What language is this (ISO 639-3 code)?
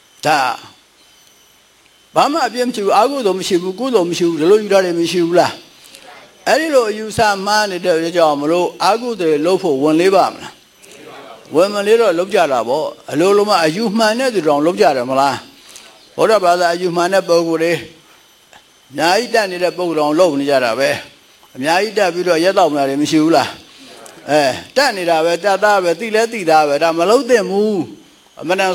mya